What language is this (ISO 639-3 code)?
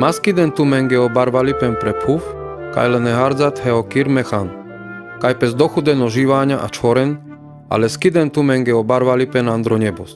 rmc